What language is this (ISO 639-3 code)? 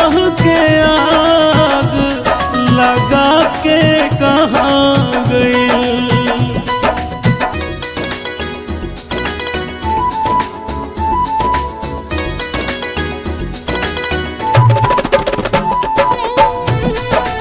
bho